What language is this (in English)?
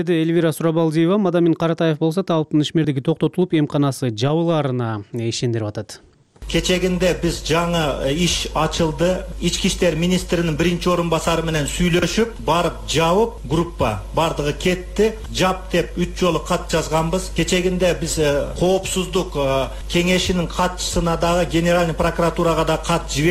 Kyrgyz